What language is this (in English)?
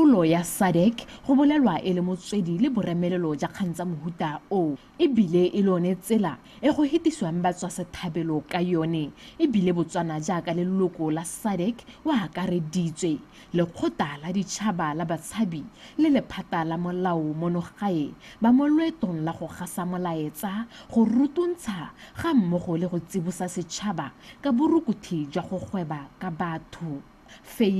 Tswana